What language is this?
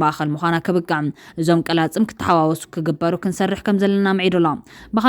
Tigrinya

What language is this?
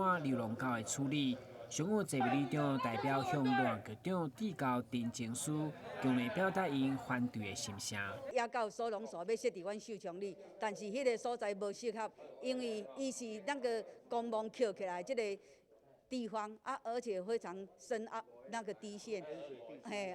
Min Nan Chinese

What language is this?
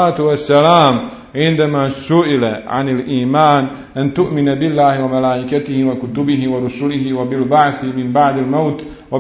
Bosnian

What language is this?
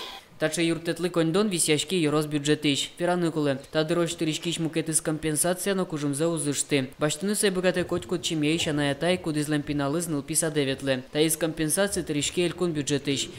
Udmurt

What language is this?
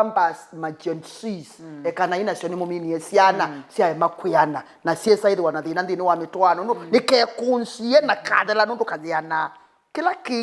Kamba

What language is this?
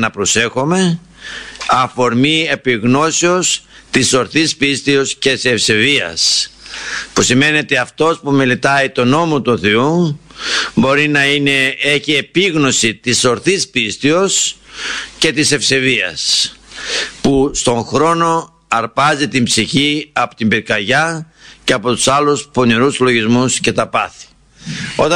Greek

